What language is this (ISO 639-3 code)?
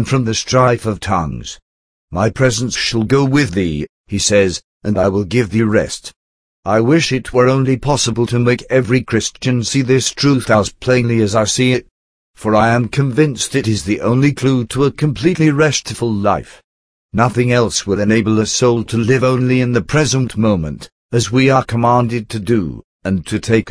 eng